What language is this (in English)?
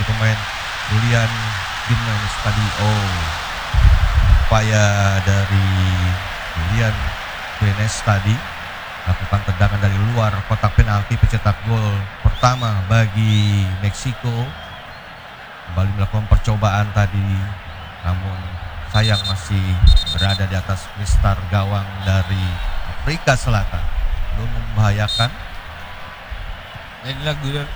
Indonesian